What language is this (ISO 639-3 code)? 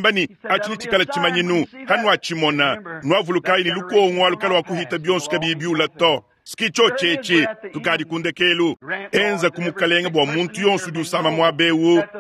lua